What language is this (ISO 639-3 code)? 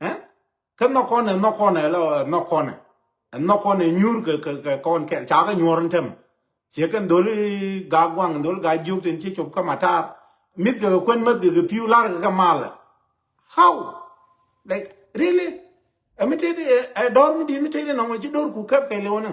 nus